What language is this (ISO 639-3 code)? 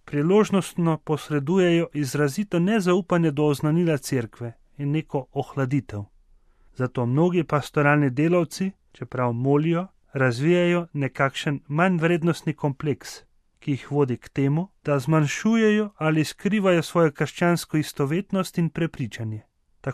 slv